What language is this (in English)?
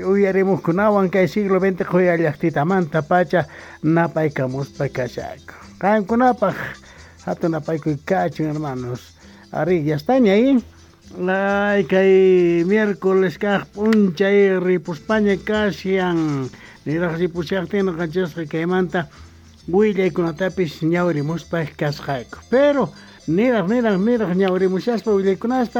South Bolivian Quechua